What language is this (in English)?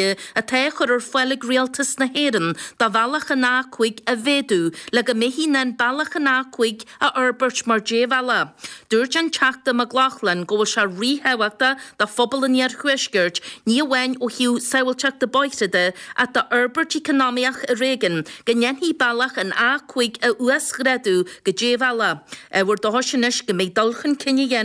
Irish